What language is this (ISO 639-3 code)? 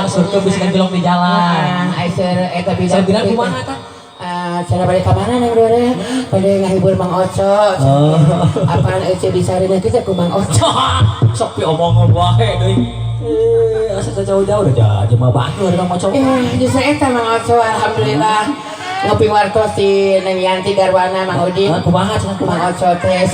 sun